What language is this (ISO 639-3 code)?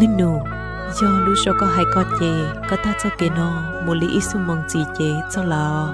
hmn